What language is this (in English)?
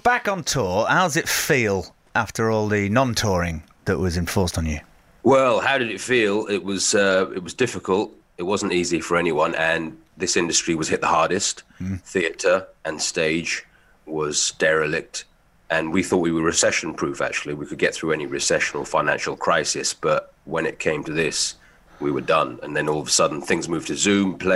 English